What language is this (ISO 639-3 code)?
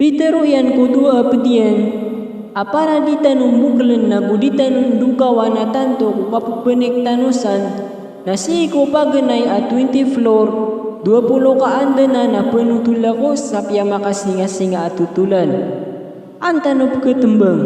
mrw